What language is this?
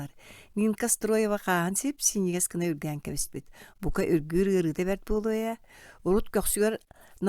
Yakut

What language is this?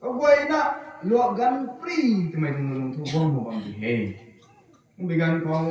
Rongmei Naga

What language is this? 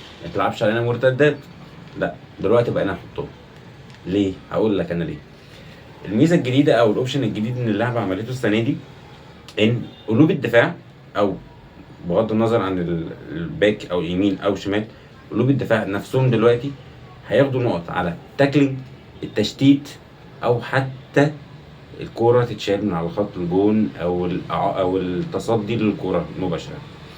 Egyptian Arabic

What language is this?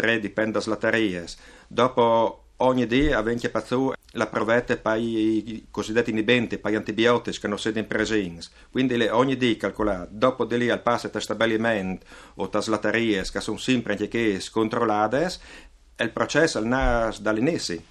Friulian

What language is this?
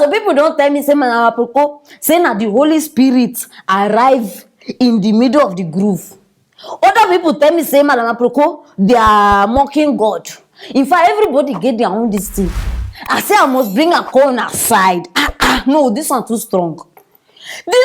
Nigerian Pidgin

